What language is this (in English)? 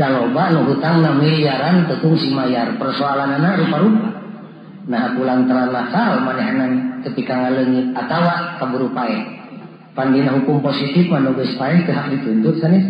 Sundanese